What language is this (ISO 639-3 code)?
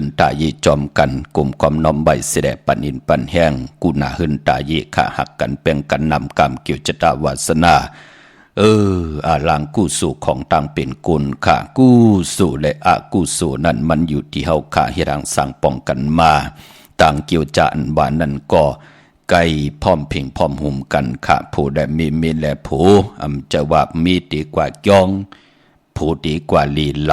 shn